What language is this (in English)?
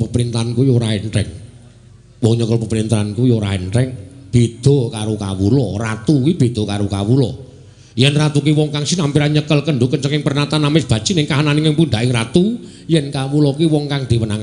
Javanese